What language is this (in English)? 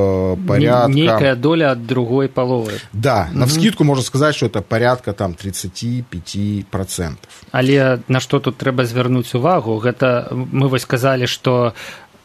Belarusian